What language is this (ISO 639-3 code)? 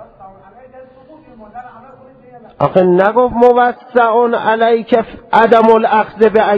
fas